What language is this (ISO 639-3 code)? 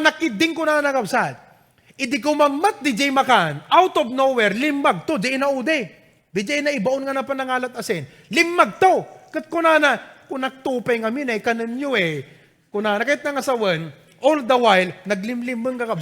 ilo